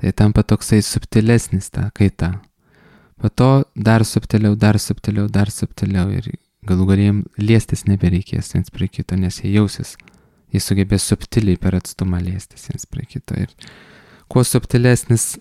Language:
Lithuanian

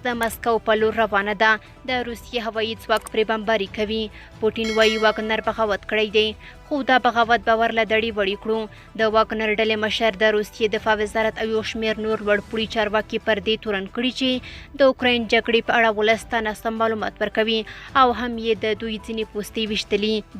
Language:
Pashto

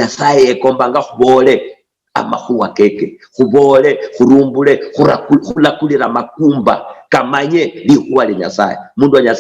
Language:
Luyia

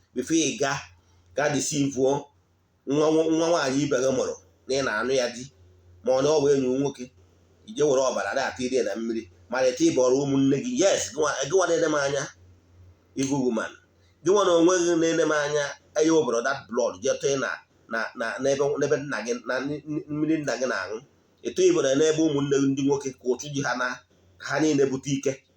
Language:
Igbo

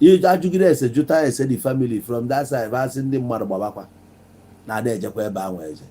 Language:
Igbo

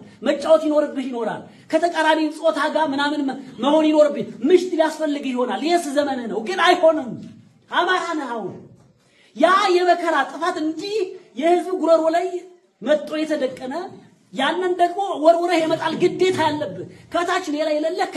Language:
Amharic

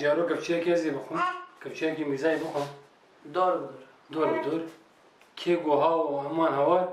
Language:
Kurdish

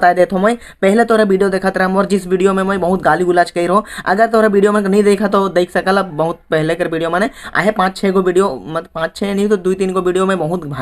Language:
Sadri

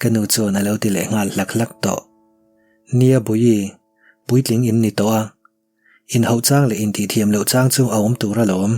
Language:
Mizo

